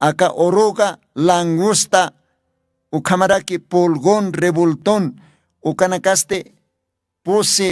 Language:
Aymara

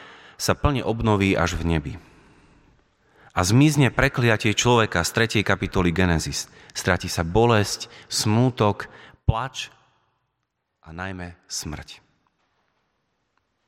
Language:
Slovak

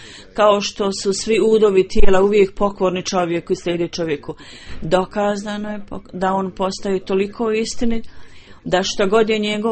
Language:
Bosnian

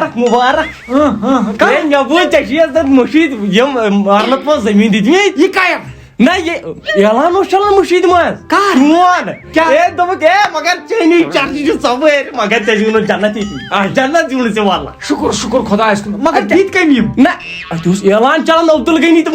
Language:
Kashmiri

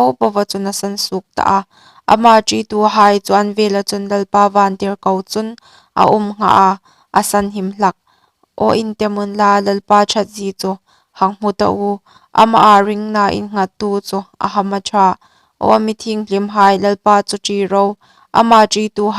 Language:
Hmar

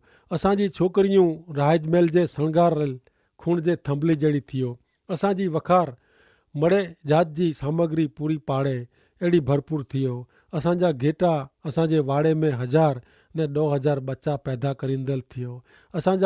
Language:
Kachhi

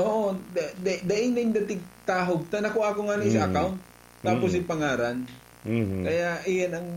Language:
Bikol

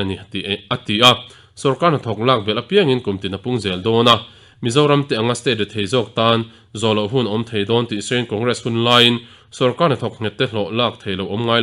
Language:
Mizo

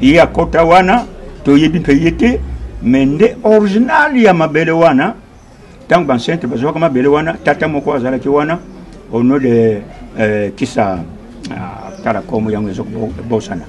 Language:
Lingala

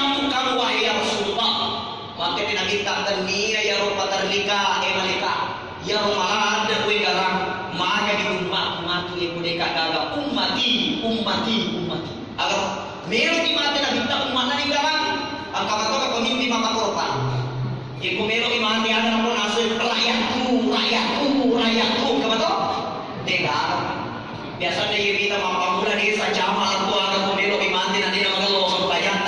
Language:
Buginese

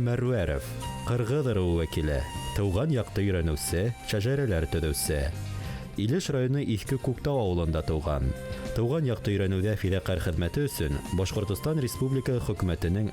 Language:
Bashkir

